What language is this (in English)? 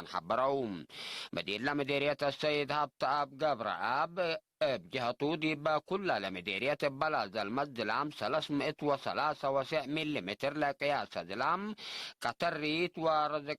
Tigre